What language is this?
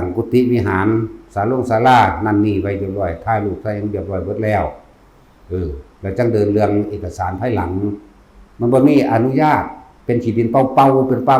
Northeastern Thai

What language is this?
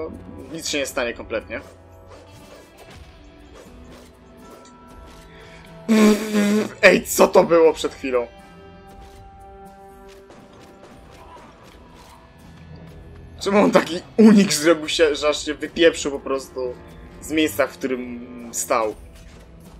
Polish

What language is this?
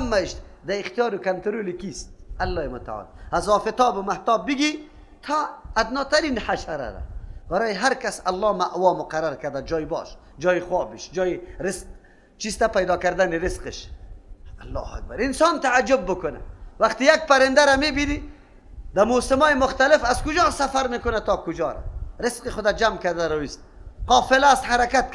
Persian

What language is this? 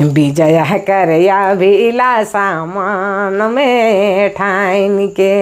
Sadri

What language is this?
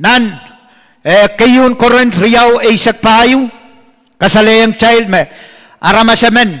Pohnpeian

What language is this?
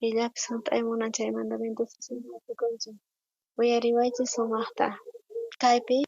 South Bolivian Quechua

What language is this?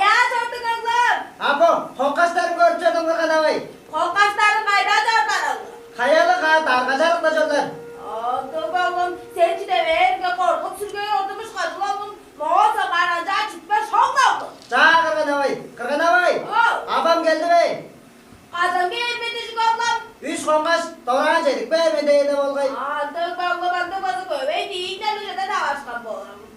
Tuvinian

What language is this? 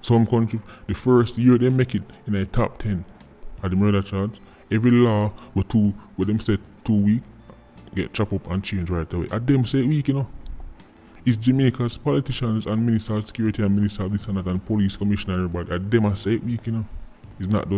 Jamaican Creole English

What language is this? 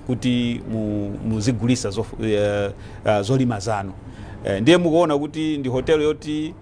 Nyanja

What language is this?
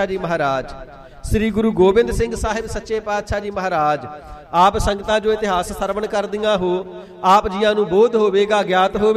Punjabi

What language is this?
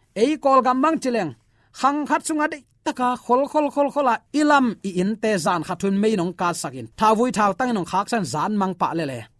Tedim Chin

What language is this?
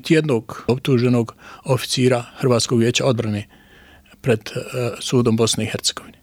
Bosnian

